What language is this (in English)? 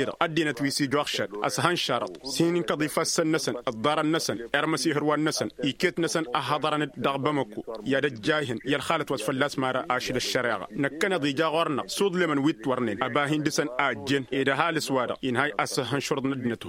Tamasheq